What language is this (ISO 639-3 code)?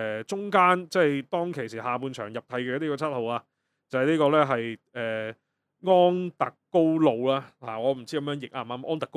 yue